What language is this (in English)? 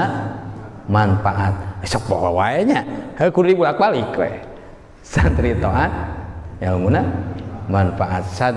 Sundanese